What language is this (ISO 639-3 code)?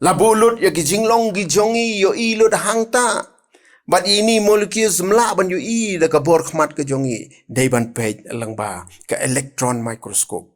kha